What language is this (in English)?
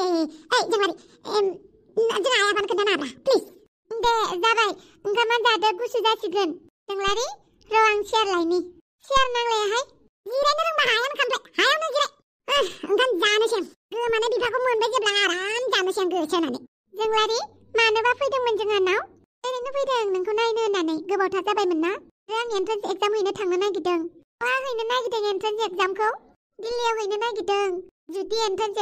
Bodo